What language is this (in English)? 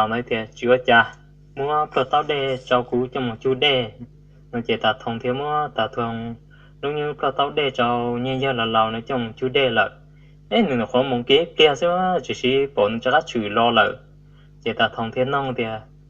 Hmong